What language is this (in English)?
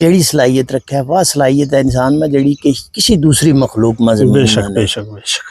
Gujari